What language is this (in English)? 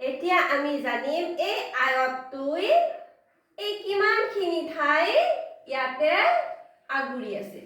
Assamese